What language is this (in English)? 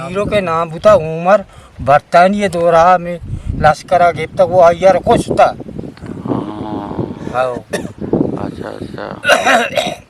Eastern Balochi